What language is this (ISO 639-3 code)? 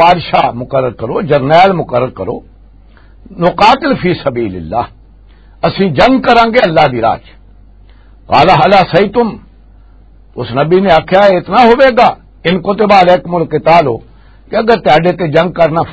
lah